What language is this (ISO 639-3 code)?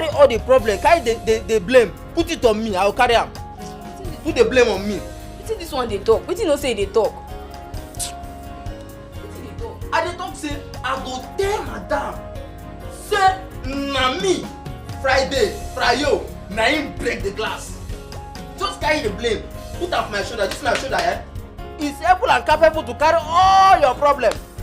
pcm